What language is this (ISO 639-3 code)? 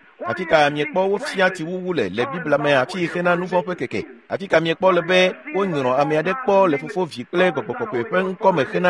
ewe